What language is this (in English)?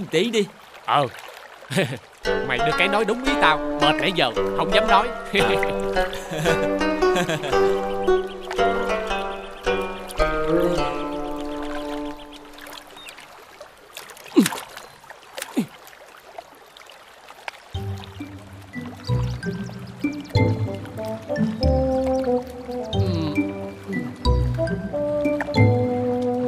Vietnamese